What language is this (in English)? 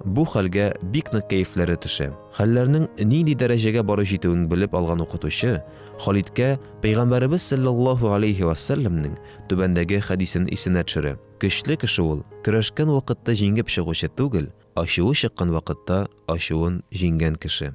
Tatar